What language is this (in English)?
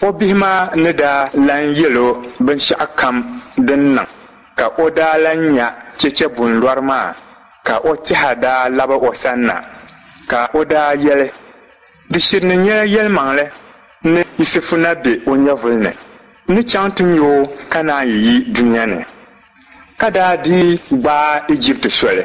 Dagbani